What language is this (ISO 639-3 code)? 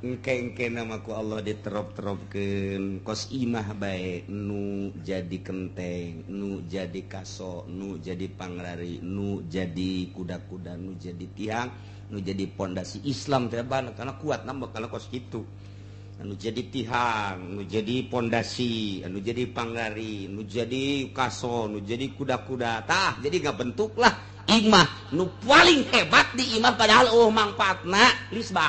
sun